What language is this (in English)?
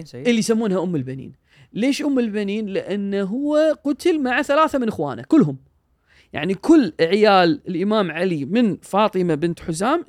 Gulf Arabic